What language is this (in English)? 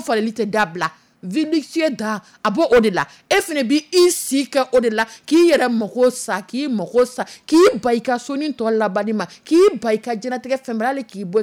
Dyula